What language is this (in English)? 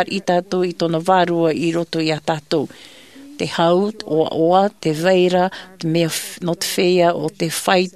Tahitian